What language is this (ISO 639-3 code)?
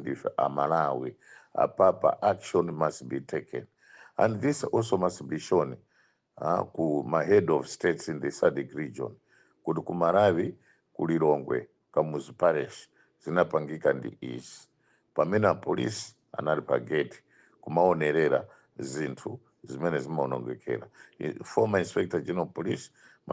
nya